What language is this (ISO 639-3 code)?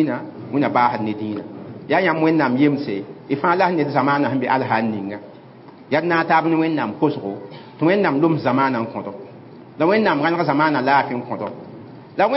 mos